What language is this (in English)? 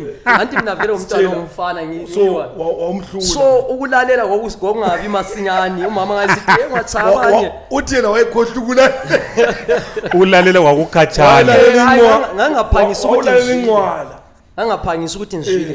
Zulu